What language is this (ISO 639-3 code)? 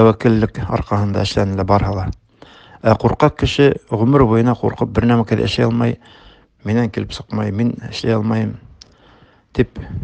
bak